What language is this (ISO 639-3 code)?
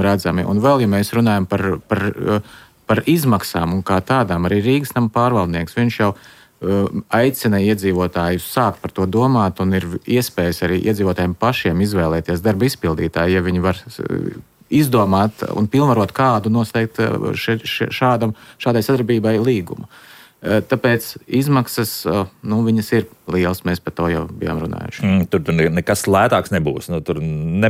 lav